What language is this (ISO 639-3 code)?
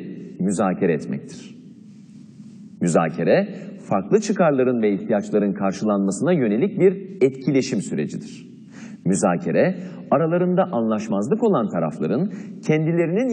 tur